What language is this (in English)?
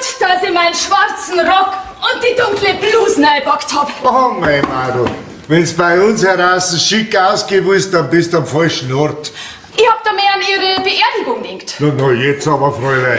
Bavarian